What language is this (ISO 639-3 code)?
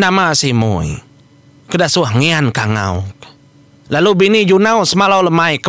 iba